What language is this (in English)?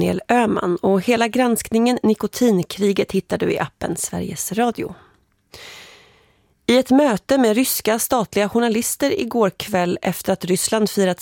Swedish